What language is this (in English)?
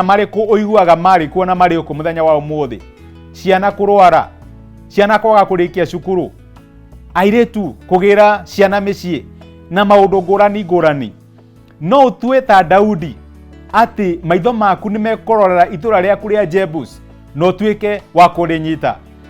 Kikuyu